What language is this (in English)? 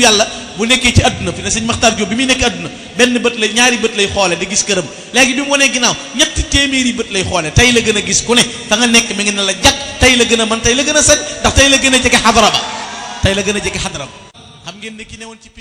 Wolof